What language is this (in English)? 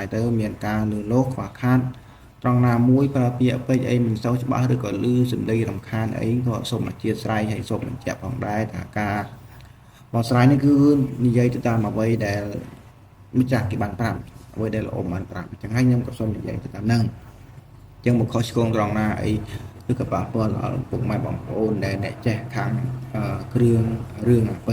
Khmer